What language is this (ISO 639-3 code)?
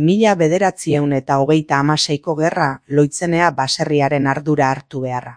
eus